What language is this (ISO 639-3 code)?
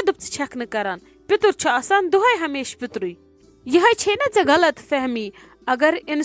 kas